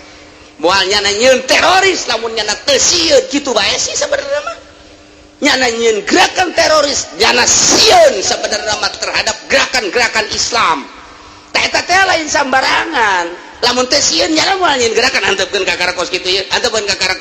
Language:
Sundanese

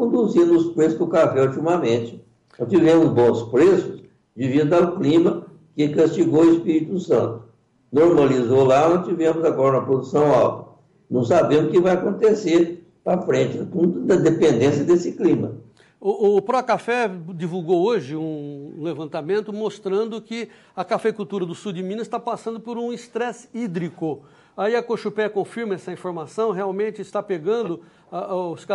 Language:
Portuguese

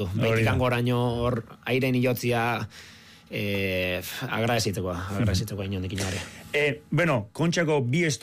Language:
Basque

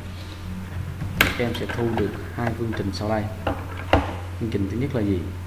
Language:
Vietnamese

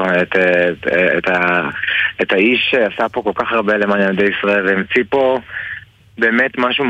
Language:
Hebrew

